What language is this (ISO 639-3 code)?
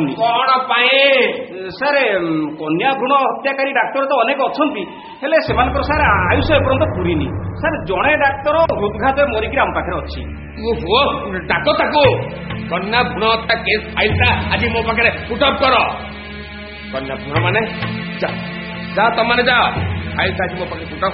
ori